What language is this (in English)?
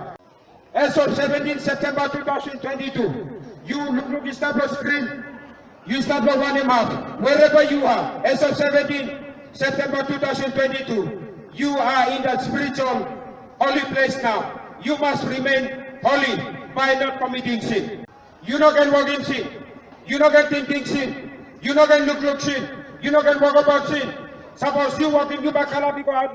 Tok Pisin